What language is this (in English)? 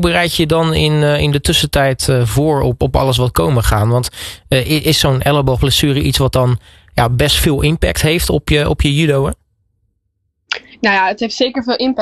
Dutch